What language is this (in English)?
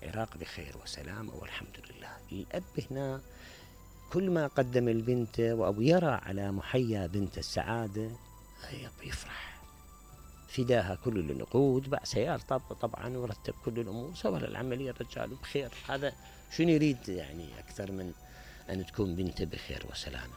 Mesopotamian Arabic